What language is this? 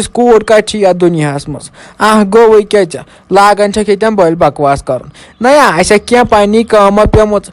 Kashmiri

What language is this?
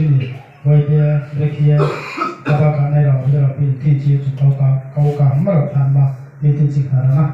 Riang (India)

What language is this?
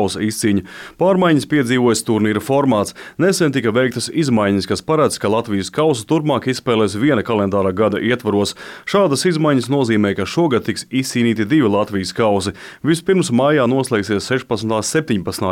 Latvian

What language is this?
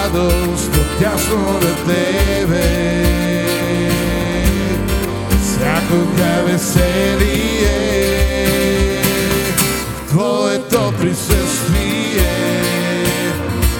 Bulgarian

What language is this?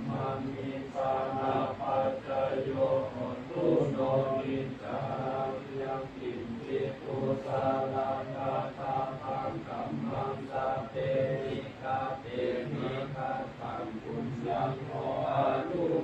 Pali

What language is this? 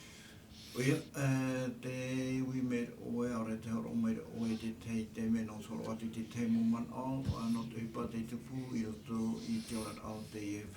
Tahitian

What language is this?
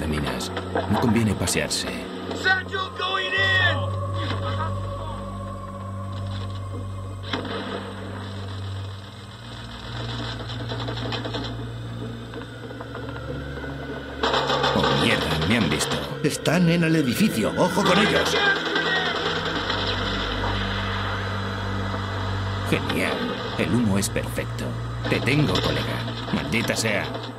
Spanish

